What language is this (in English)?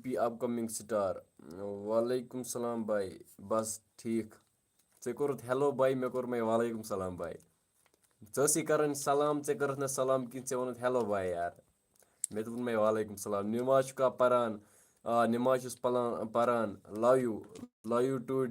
Kashmiri